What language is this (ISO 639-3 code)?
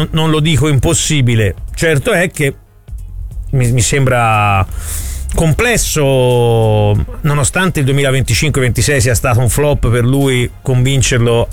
ita